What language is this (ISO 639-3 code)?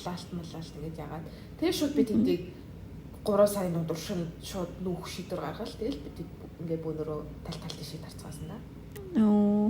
mon